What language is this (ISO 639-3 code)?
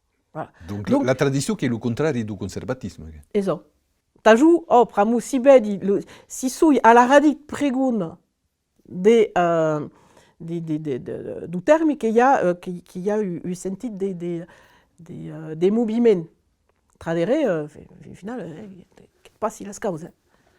oci